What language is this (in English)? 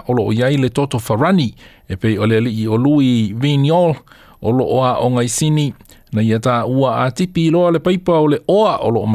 Samoan